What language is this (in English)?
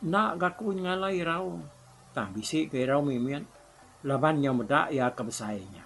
Iban